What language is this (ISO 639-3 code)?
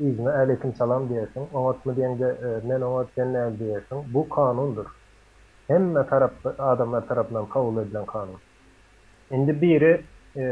tuk